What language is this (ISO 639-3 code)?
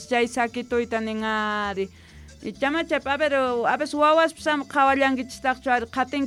quh